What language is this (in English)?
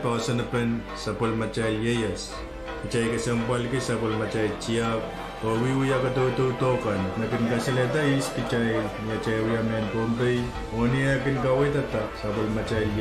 Pohnpeian